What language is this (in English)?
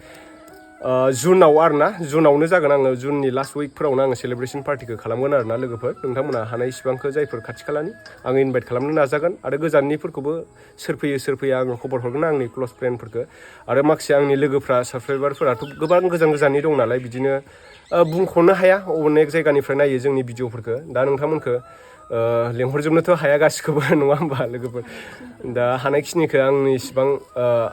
Bodo